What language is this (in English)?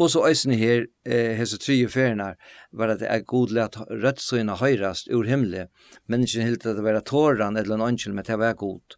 Faroese